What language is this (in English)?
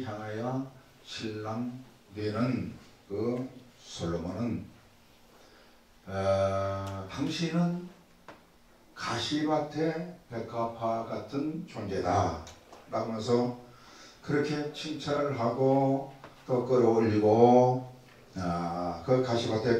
Korean